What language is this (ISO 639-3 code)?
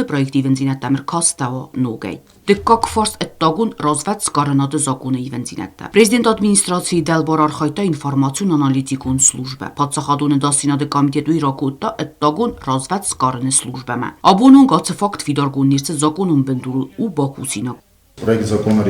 oss